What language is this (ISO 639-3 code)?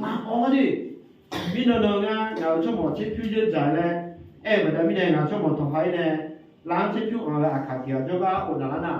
ahk